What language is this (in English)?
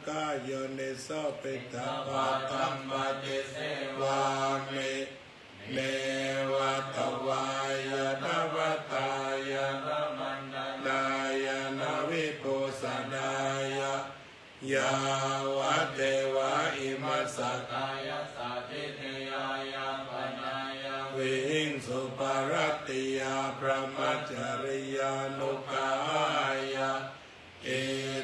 Pali